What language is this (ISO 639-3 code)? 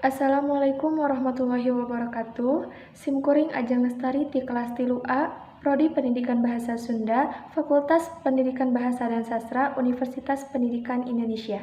sun